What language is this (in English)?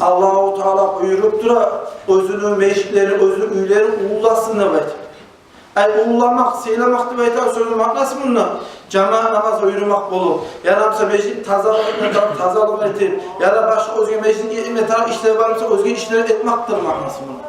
Kumyk